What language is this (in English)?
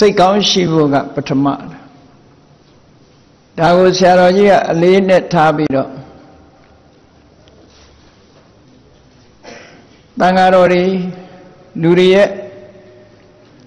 Burmese